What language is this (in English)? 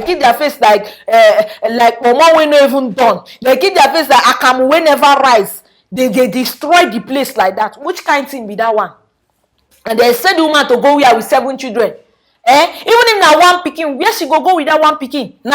Nigerian Pidgin